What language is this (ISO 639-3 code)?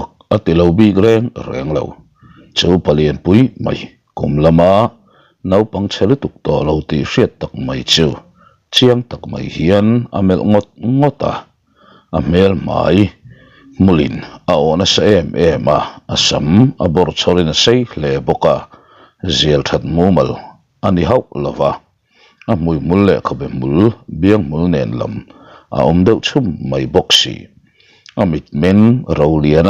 lus